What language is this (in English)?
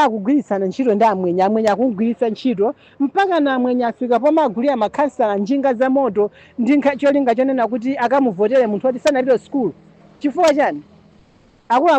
Nyanja